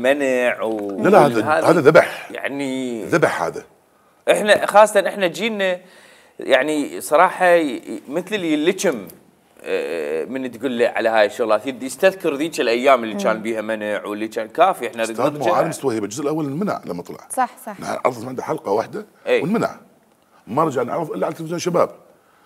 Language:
Mesopotamian Arabic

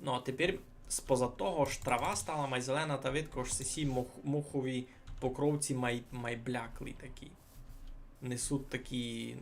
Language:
Rusyn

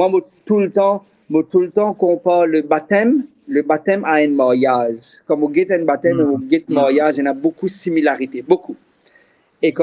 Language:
Morisyen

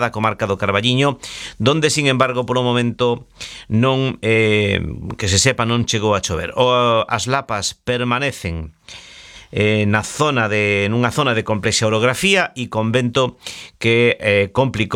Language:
Galician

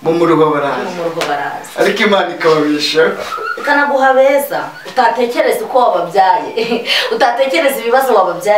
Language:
Kinyarwanda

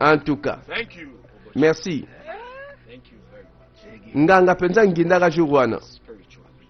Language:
Lingala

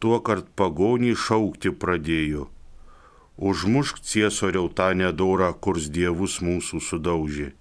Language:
Lithuanian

